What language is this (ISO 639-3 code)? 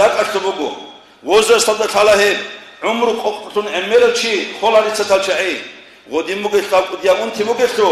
ava